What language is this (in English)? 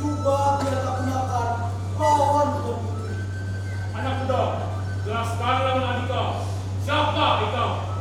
Banjar